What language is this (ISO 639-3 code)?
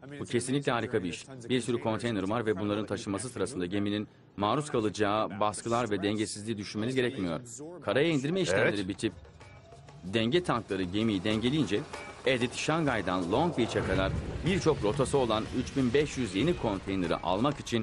tur